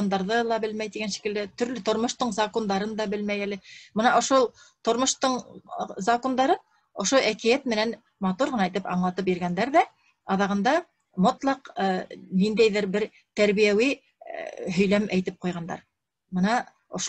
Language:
Bashkir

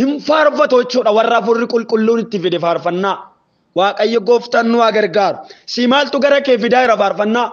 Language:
Oromo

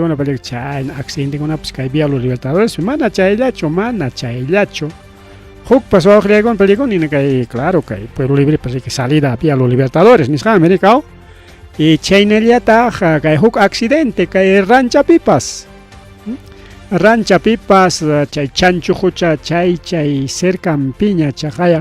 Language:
Ayacucho Quechua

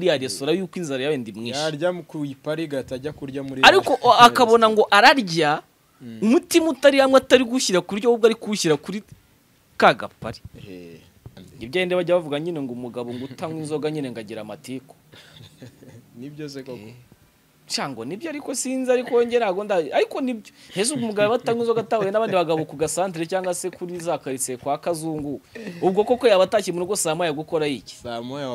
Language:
Kinyarwanda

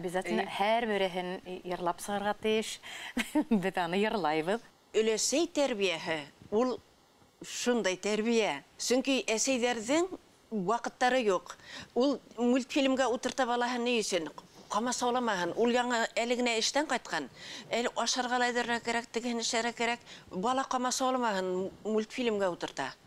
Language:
Bashkir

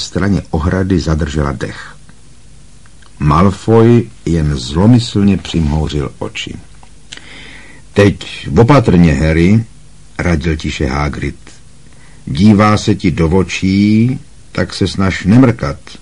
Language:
Czech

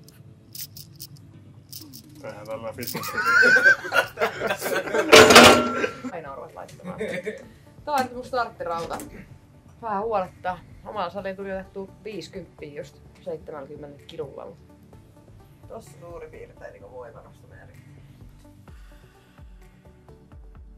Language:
Finnish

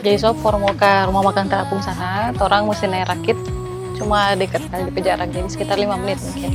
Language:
Manado Malay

